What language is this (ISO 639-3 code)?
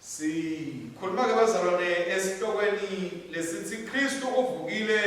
ssw